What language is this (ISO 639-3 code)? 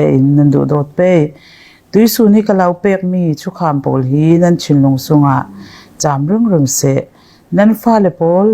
cfm